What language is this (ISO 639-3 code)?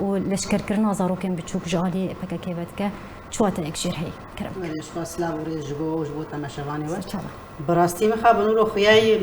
kur